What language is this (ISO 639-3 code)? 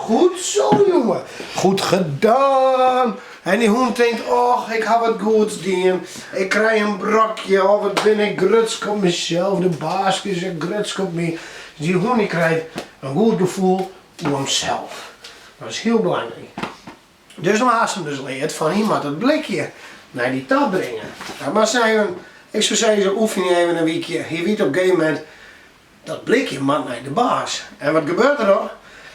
fry